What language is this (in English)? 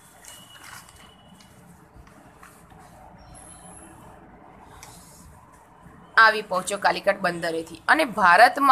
Gujarati